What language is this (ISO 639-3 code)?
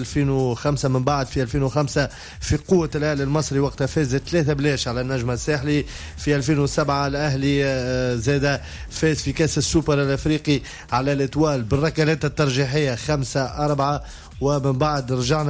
aeb